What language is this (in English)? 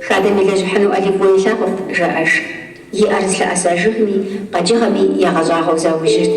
Kabardian